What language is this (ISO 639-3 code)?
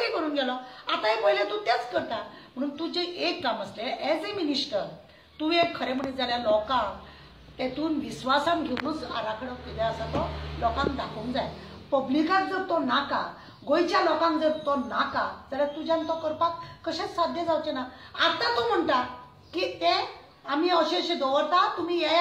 kok